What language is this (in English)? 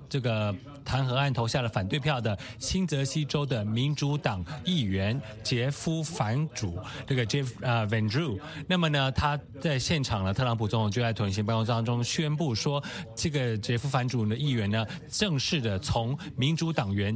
Chinese